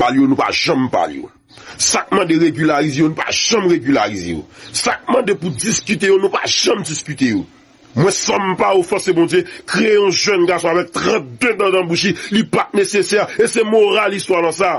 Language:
Haitian Creole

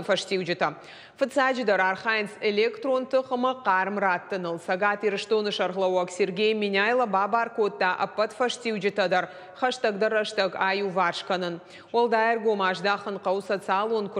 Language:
Ossetic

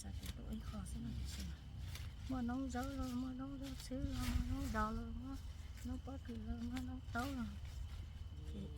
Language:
Hmong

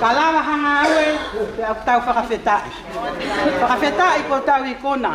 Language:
Tongan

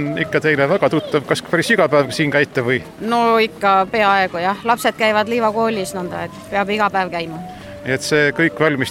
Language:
Estonian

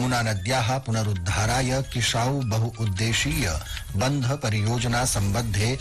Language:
Sanskrit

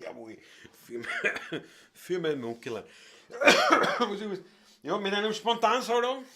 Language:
Bavarian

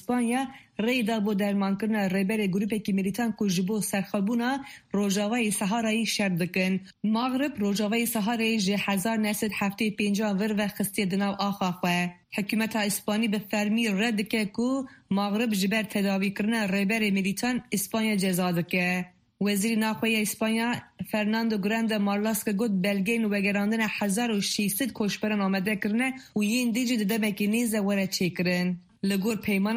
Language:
Kurdish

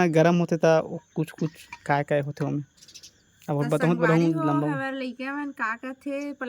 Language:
Chhattisgarhi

